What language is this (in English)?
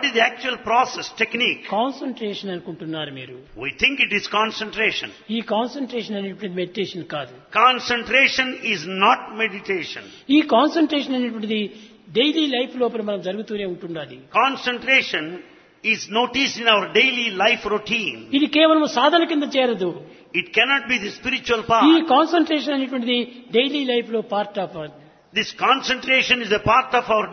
Telugu